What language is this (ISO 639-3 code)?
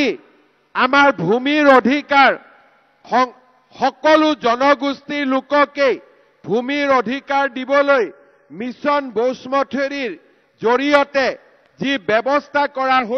asm